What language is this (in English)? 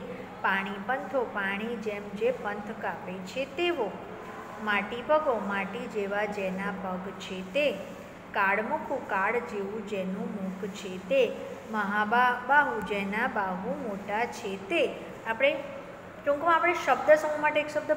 Gujarati